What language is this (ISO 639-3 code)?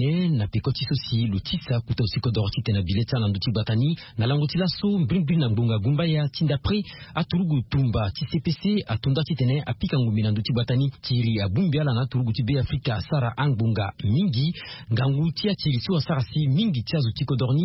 sag